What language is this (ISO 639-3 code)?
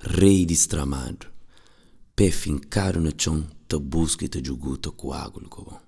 kea